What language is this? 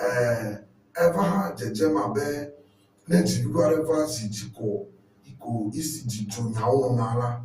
Ewe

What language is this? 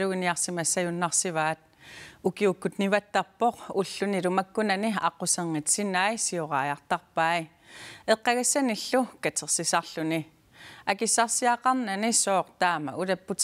Kalaallisut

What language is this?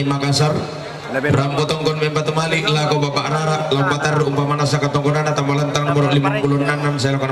Toraja-Sa'dan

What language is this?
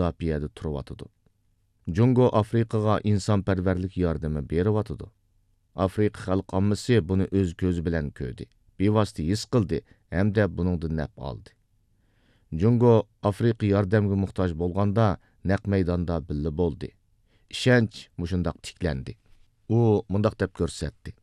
Uyghur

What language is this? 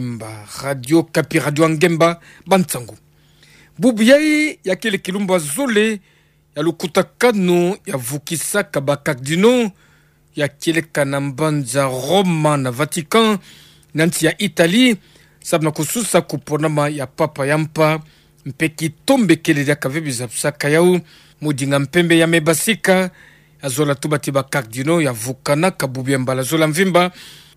Kituba (Democratic Republic of Congo)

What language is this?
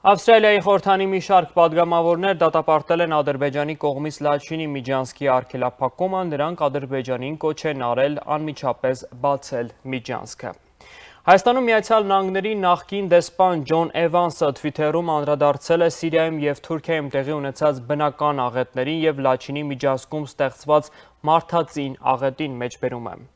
Armenian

